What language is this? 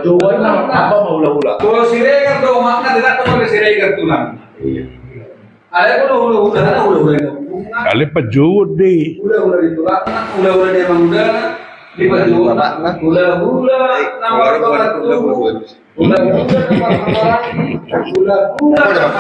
Batak Toba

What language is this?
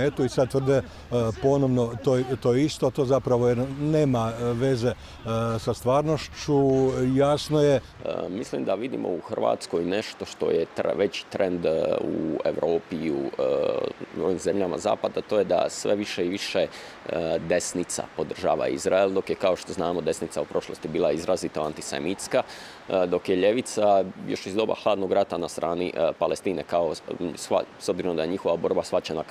Croatian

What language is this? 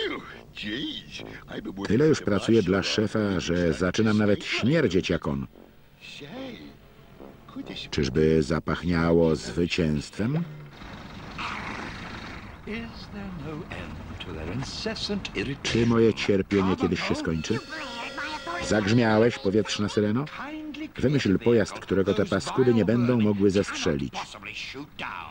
Polish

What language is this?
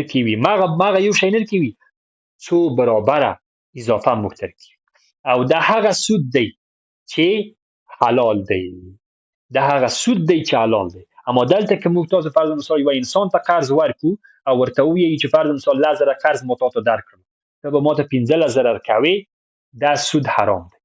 Pashto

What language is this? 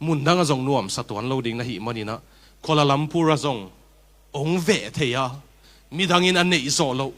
Tedim Chin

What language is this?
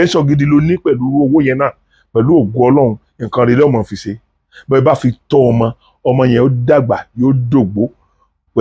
Yoruba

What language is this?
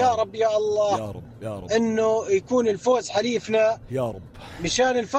North Levantine Arabic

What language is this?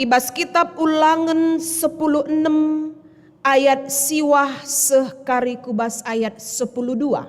Batak Karo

